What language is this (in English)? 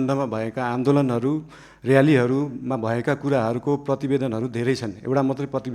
Nepali